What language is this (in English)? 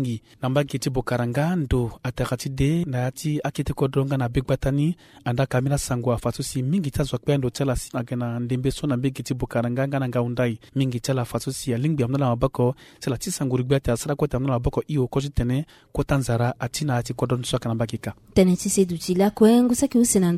Sango